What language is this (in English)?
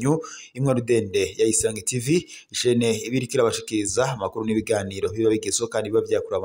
Rundi